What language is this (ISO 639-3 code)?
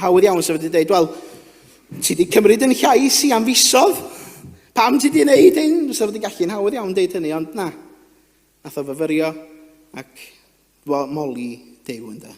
cym